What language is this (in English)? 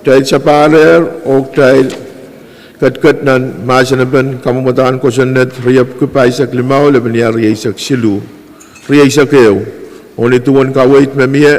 Pohnpeian